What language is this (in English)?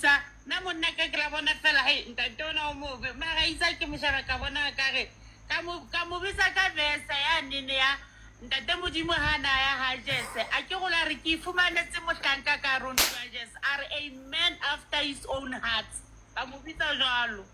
Southern Sotho